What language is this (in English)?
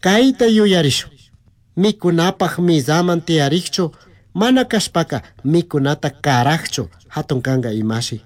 Chimborazo Highland Quichua